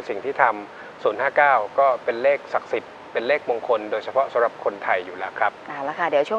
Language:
Thai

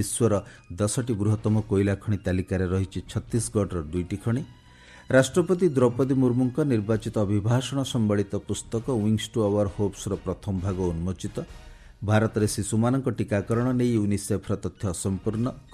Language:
Odia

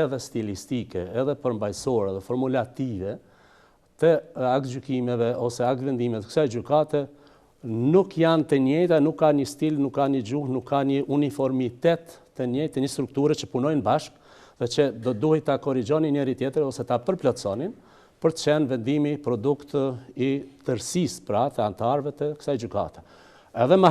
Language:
Albanian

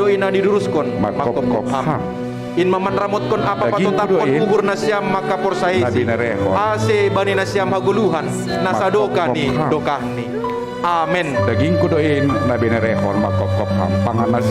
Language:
Batak Simalungun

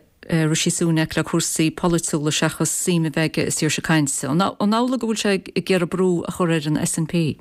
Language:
Irish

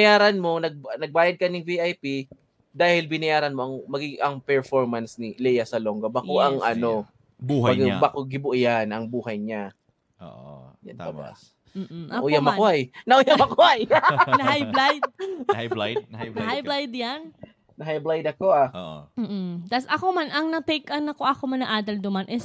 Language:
Bikol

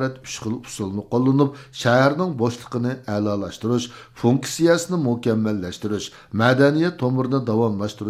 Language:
Uyghur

